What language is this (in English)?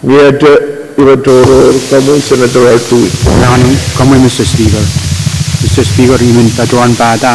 Pohnpeian